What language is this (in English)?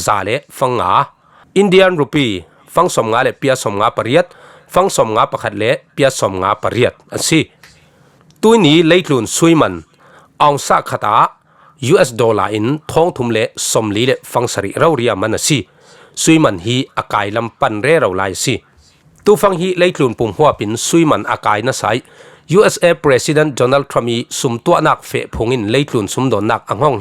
Falam Chin